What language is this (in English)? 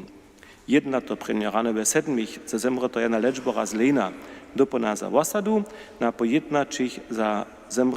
Upper Sorbian